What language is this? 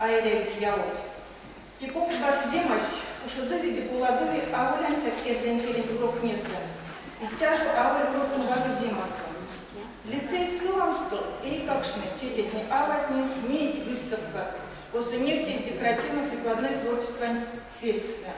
Erzya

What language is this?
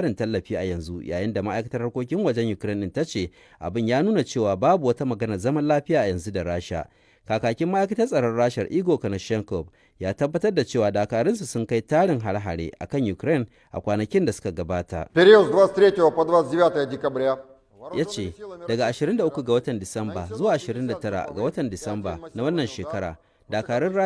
Hausa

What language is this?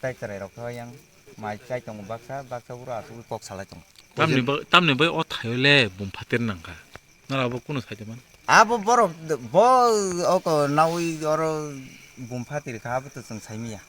Kok Borok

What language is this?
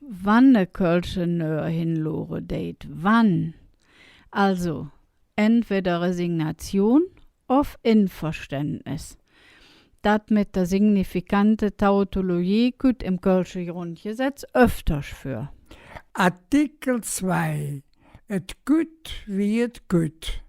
Colognian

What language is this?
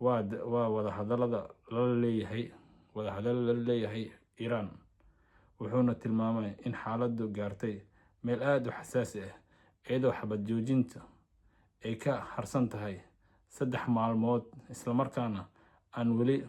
Somali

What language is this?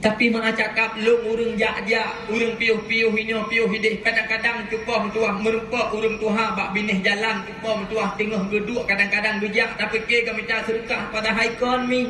Achinese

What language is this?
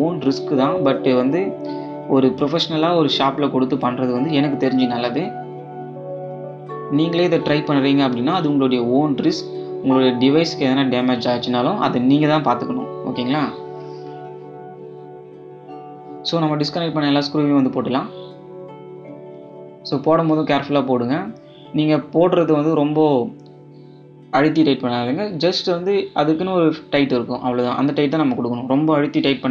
Tamil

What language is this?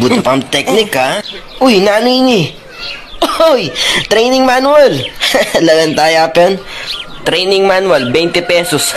Pampanga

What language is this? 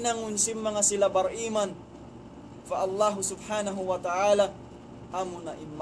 Tausug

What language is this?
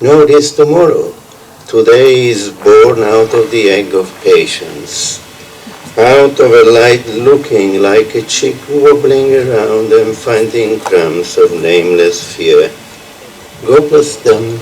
Sicilian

